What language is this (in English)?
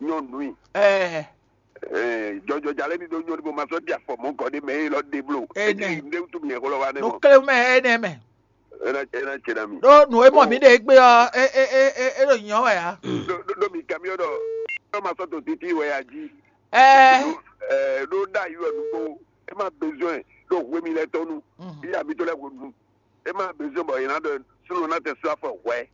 Fon